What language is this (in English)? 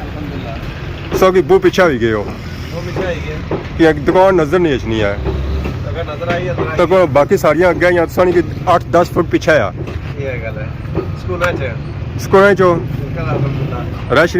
Pahari-Potwari